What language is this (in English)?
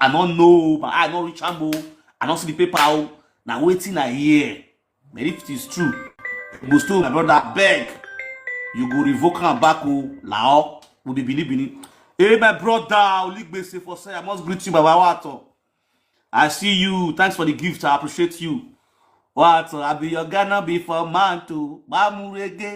Nigerian Pidgin